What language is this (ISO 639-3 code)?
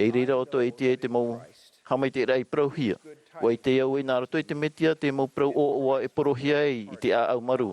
tah